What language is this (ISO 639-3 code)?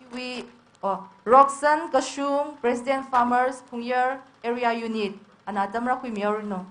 nmf